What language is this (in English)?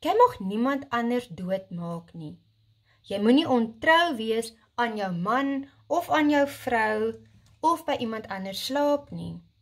Afrikaans